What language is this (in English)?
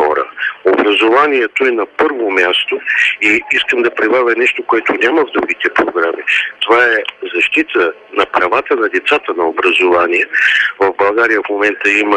Bulgarian